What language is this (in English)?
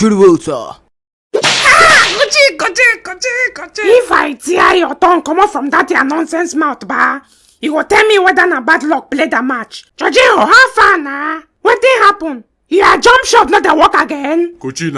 Nigerian Pidgin